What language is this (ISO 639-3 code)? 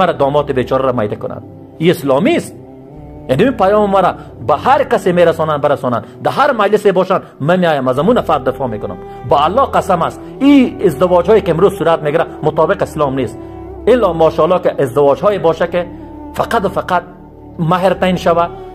fas